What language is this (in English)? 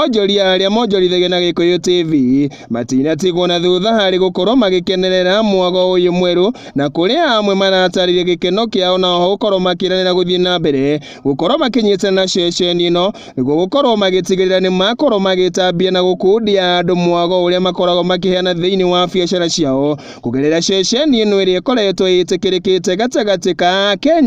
Kikuyu